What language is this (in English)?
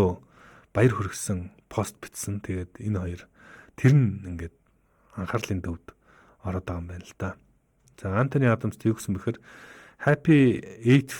Mongolian